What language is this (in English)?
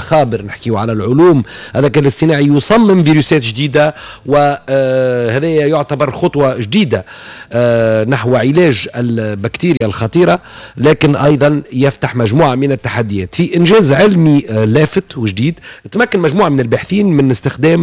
Tunisian Arabic